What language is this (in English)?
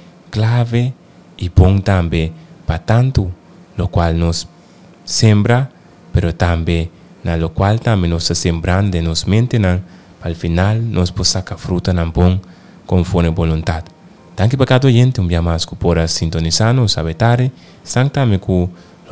Papiamento